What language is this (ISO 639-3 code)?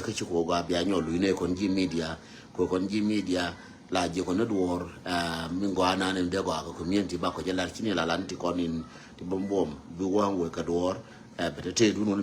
nus